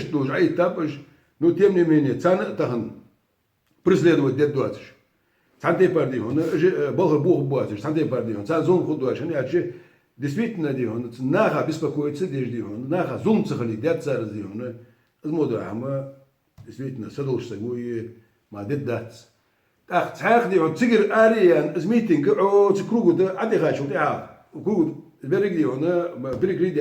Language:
Ingush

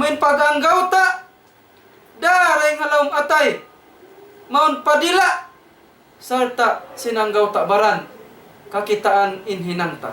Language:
Tausug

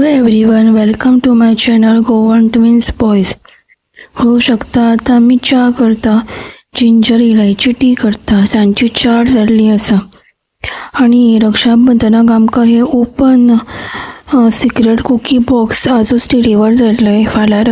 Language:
Konkani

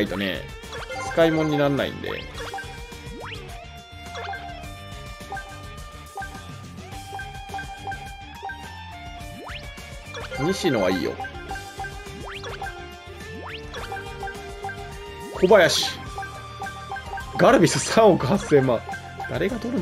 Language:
Japanese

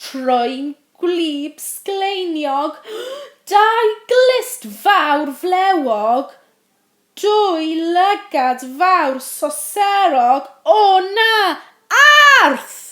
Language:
Welsh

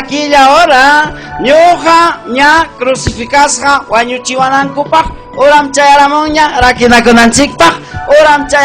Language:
Ayacucho Quechua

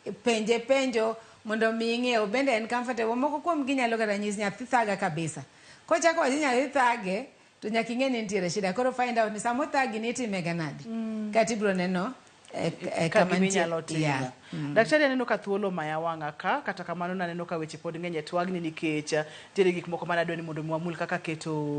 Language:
Luo (Kenya and Tanzania)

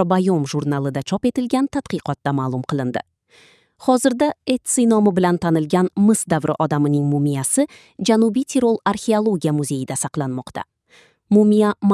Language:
Uzbek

